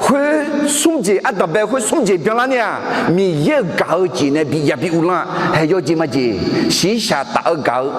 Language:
Akha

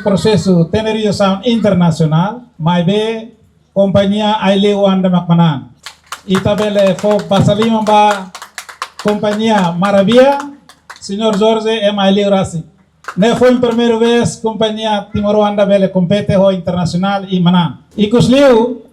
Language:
Tetum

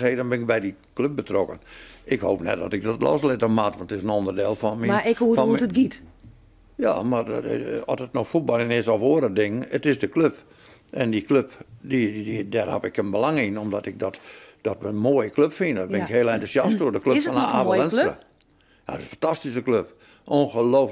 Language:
Western Frisian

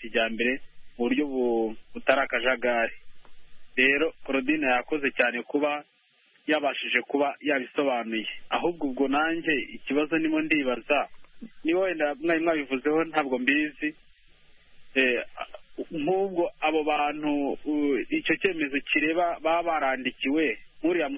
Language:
Kinyarwanda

